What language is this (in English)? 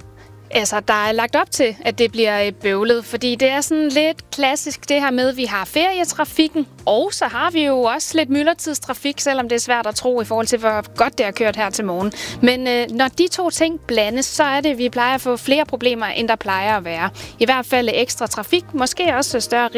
Danish